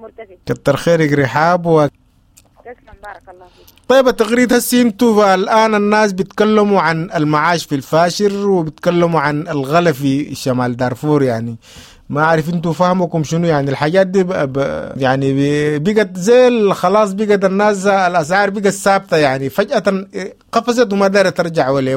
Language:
Sudanese Arabic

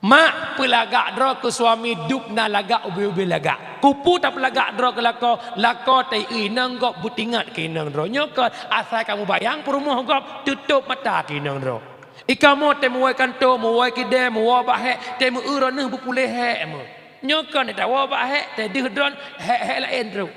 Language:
Achinese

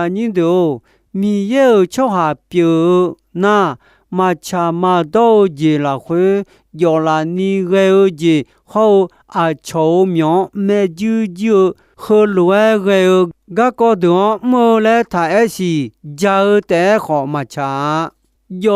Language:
Akha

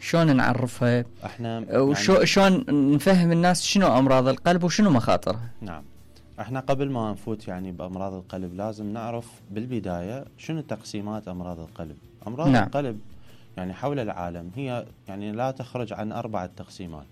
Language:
Mesopotamian Arabic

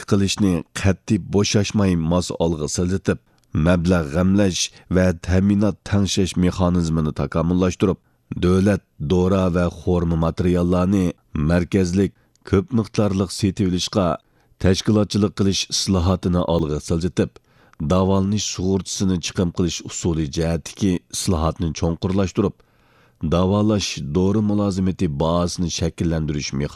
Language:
Uyghur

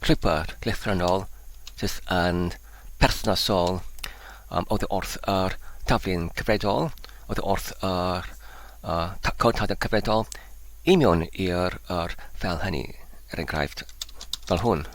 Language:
Welsh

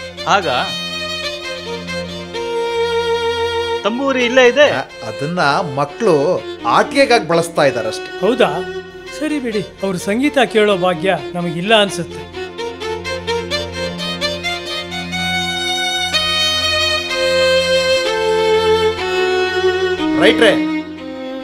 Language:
Kannada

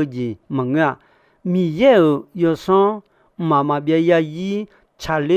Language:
Akha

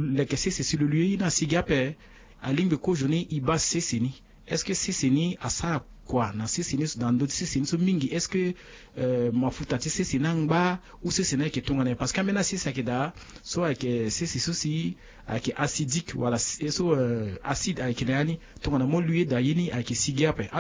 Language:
Sango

